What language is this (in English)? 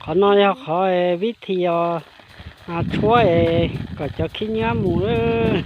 Hmong